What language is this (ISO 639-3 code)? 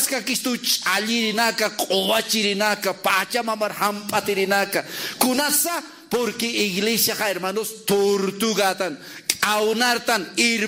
aym